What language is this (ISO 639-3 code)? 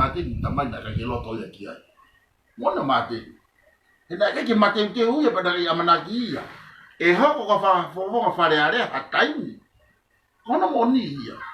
ton